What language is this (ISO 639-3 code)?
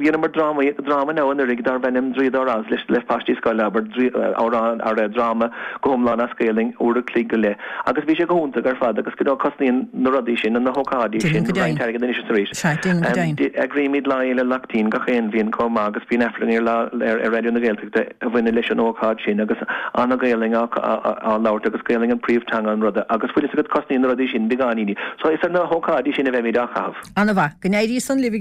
gle